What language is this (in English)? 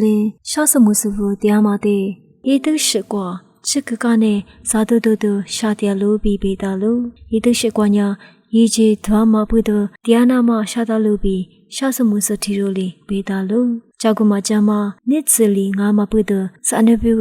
Lisu